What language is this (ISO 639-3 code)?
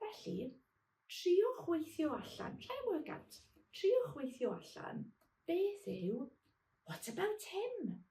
cym